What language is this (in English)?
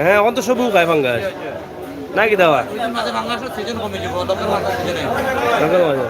Sylheti